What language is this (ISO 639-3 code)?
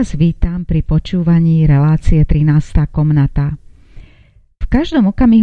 slk